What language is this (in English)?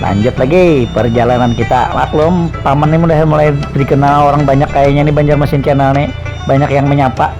Banjar